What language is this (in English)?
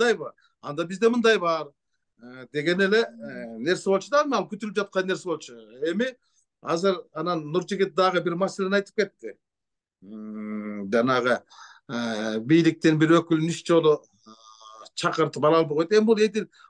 Kyrgyz